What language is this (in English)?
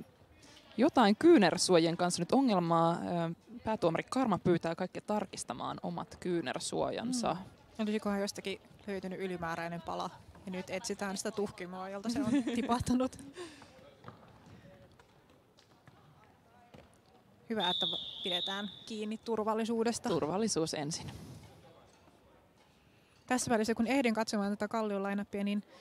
Finnish